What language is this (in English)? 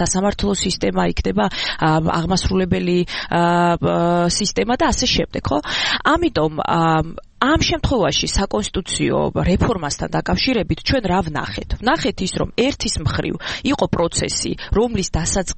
Georgian